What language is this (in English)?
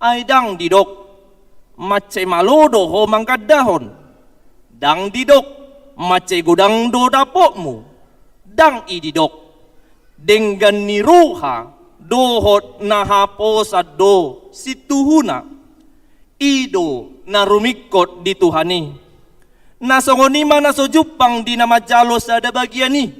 Batak Toba